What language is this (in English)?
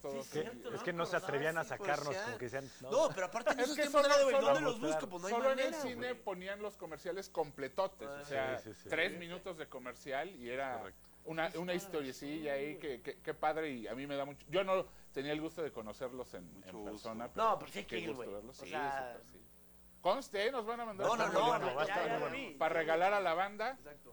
Spanish